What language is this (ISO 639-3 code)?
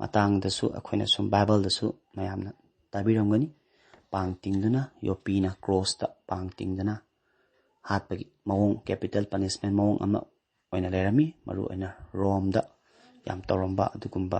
mni